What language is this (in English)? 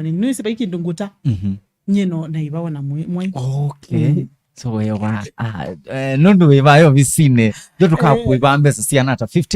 Kamba